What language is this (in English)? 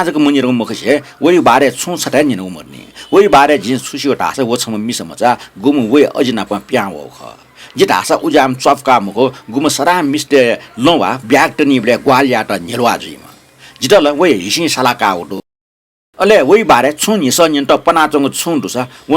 Newari